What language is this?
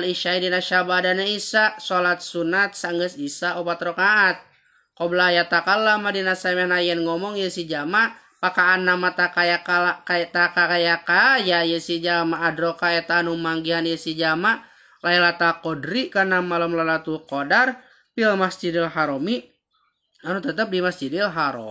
Sundanese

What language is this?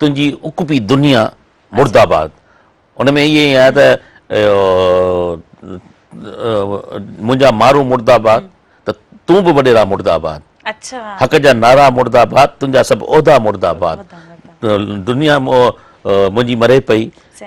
Sindhi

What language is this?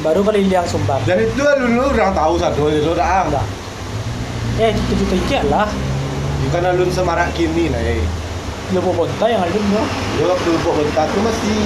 Minangkabau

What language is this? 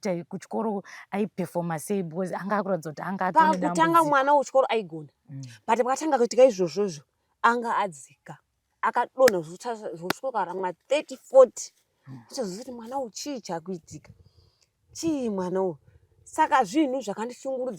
Shona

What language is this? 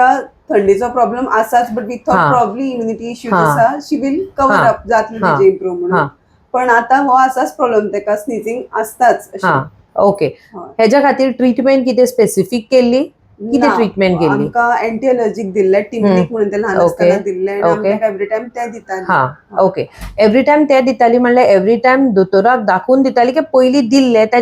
Konkani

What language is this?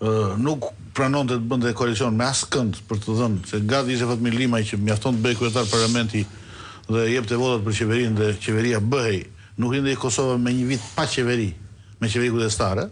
Albanian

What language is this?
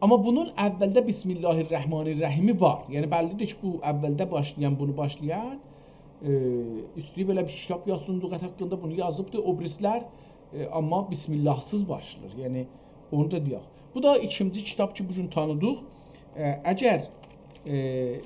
South Azerbaijani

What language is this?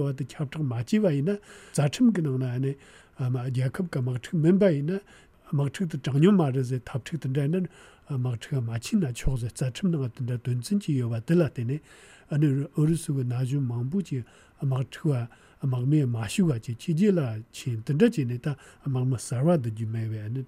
Tibetan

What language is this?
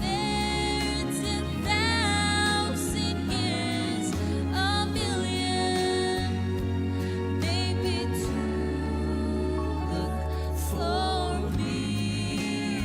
Gilbertese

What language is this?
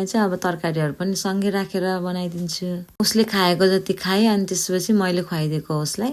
Nepali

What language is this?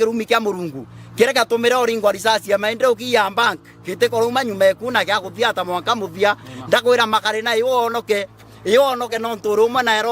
Meru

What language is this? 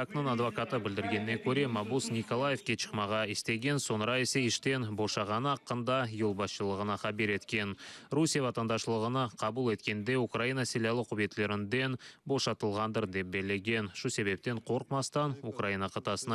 Crimean Tatar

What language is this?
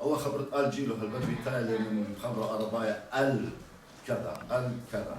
Assyrian Neo-Aramaic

